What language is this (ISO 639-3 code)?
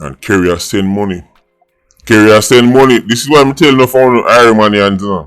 jam